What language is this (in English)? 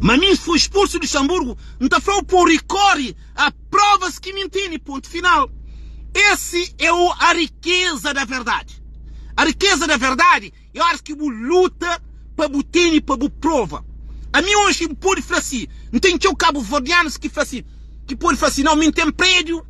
Kabuverdianu